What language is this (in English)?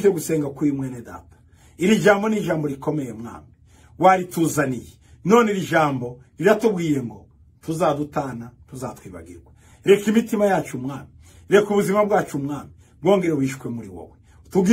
Kinyarwanda